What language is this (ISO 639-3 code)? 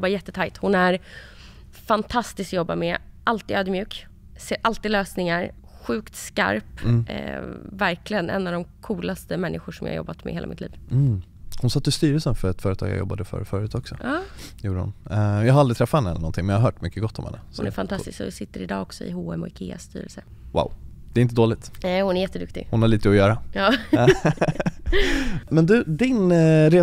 swe